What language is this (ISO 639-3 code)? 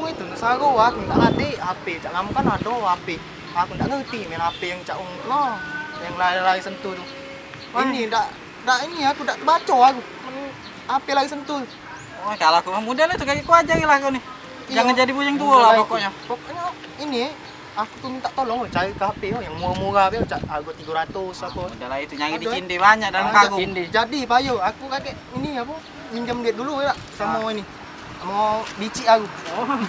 mui